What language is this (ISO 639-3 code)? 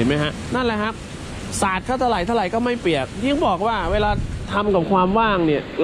tha